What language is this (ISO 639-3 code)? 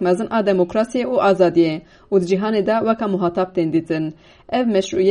kur